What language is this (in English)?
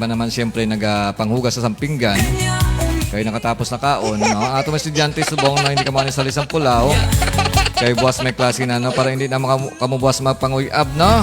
Hiligaynon